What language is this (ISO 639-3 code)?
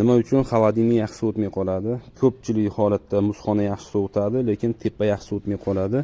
uzb